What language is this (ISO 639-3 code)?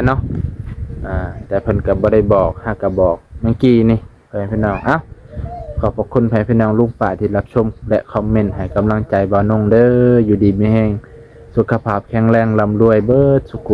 lao